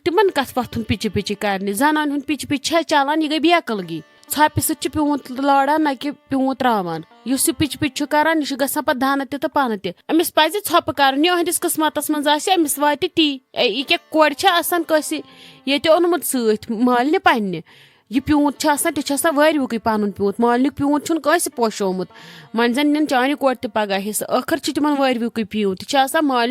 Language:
Kashmiri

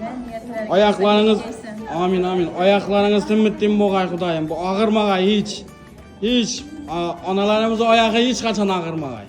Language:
Turkmen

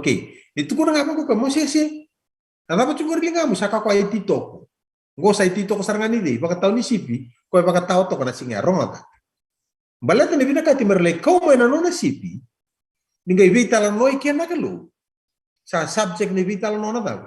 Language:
Fijian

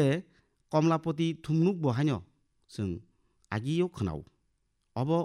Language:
Kok Borok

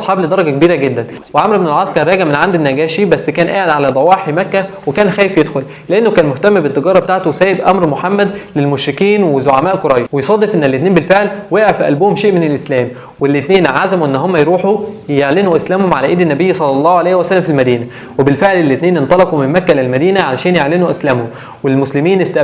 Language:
Egyptian Arabic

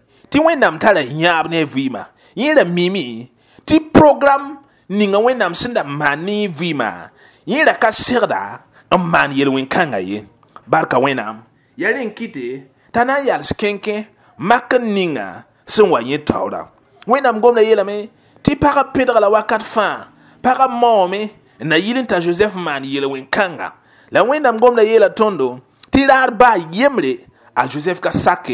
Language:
Mossi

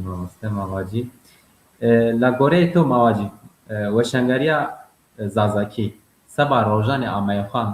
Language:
Zaza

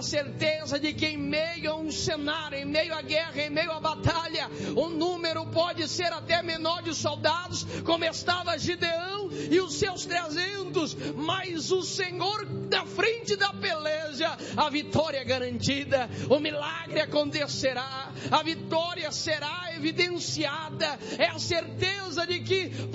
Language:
Portuguese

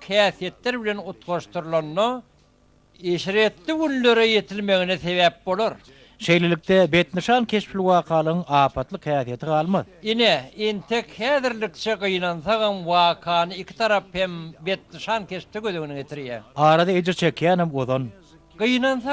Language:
Turkmen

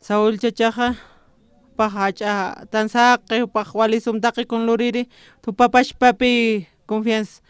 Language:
Aymara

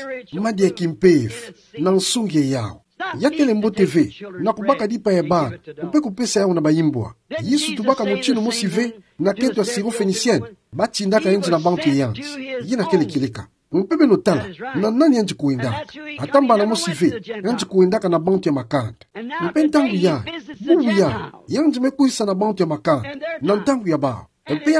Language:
Kituba (Democratic Republic of Congo)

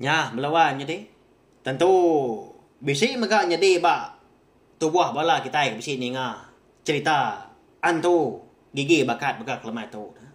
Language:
Iban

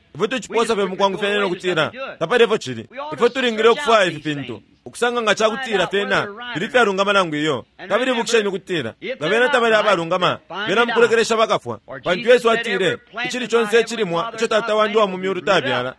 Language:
Bemba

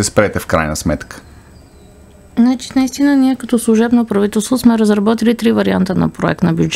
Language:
Bulgarian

